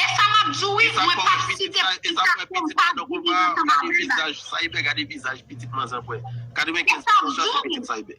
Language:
Haitian Creole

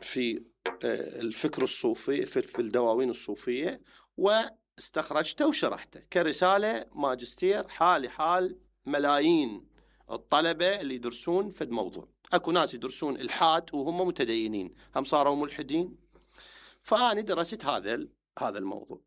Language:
Mesopotamian Arabic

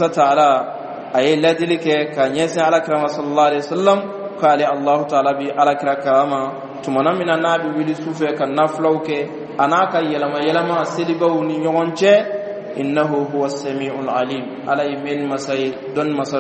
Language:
Bambara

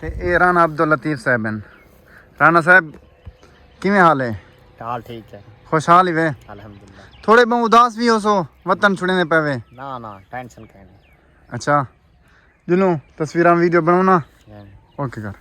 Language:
Saraiki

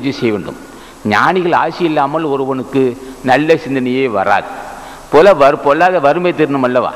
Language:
Tamil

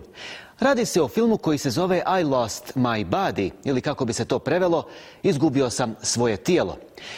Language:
Bosnian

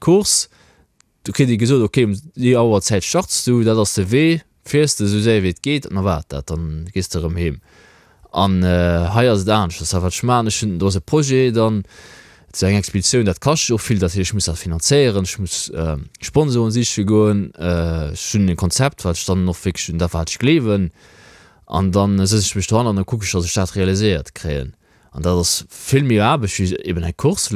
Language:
Luxembourgish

